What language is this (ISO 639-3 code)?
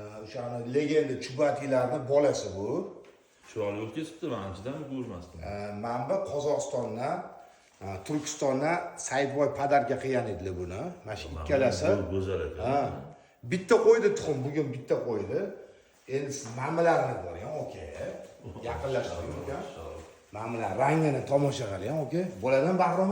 uzb